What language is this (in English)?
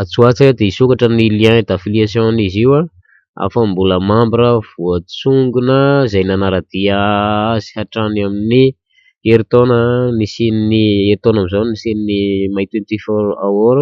Malagasy